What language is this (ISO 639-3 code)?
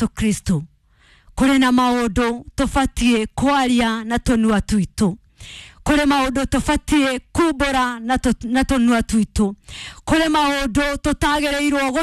kik